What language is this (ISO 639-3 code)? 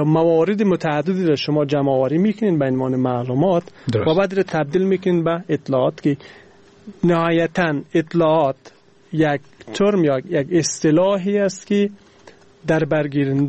fas